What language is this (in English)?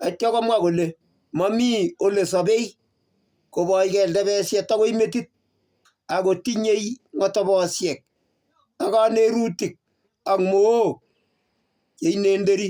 Kalenjin